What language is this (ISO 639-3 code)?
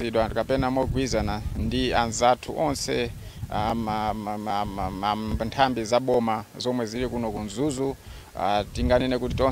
nya